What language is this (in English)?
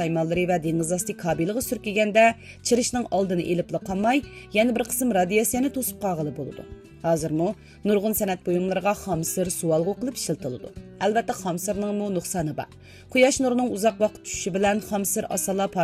Uyghur